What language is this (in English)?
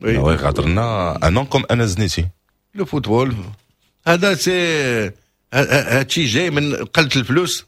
Moroccan Arabic